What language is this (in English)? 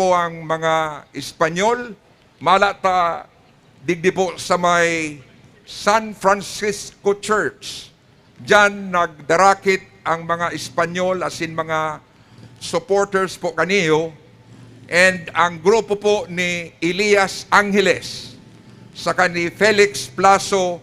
Bikol